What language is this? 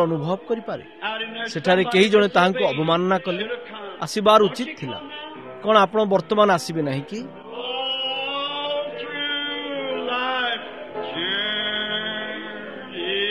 Odia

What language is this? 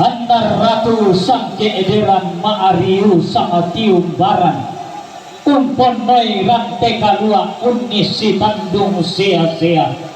Toraja-Sa'dan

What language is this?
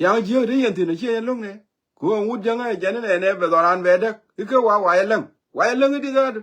Nuer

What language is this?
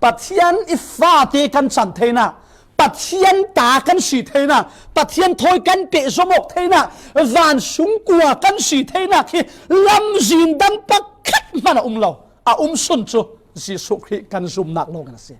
Falam Chin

